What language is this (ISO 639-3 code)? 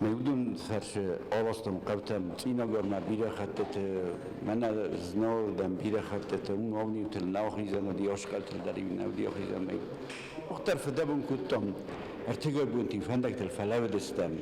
oss